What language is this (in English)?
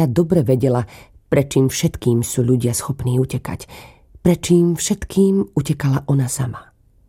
Slovak